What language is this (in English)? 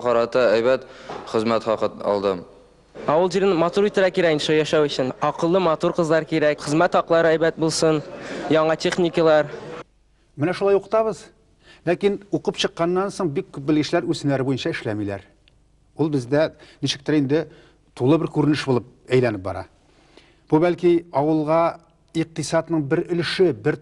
Tatar